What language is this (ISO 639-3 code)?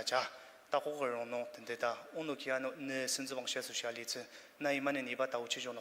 njo